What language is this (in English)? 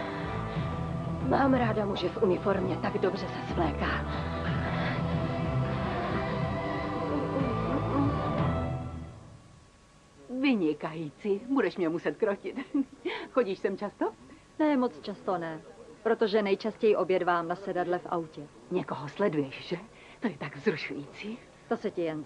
Czech